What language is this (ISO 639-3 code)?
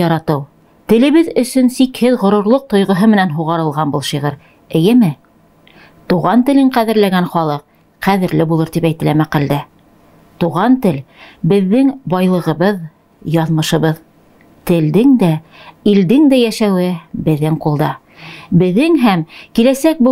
bak